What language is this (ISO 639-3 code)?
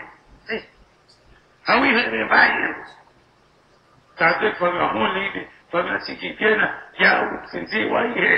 swa